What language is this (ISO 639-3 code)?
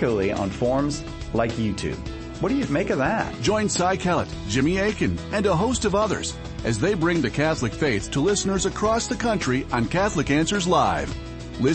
eng